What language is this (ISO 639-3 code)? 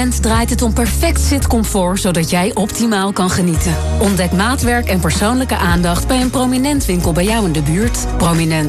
nld